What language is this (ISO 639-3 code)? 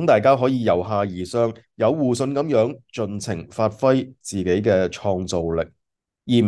yue